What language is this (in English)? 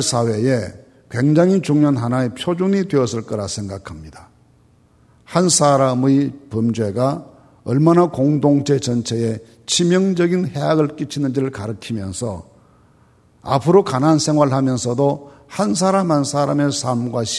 Korean